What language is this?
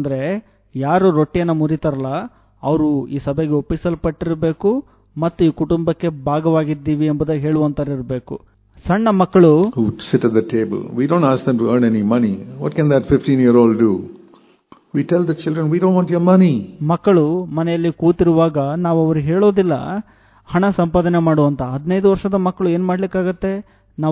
Kannada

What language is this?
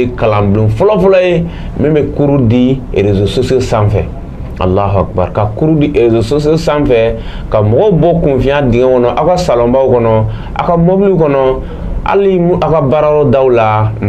Bambara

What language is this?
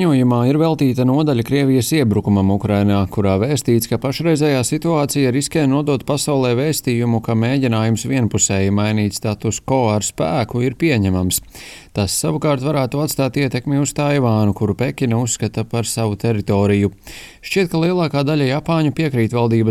Latvian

